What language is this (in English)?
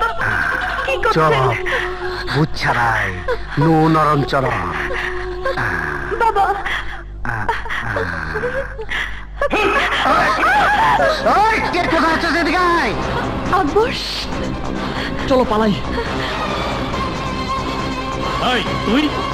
Bangla